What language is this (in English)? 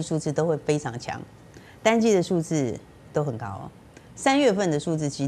Chinese